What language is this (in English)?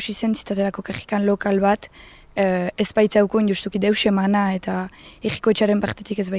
Basque